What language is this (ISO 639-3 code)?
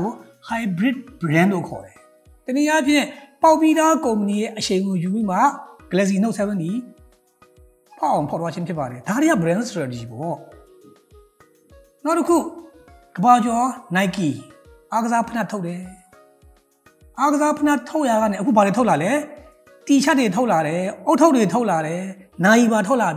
mya